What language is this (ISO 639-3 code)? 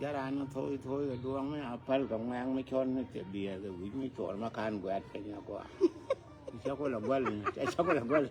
nus